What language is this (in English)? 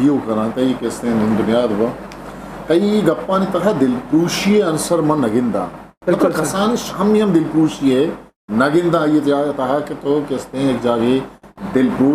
Eastern Balochi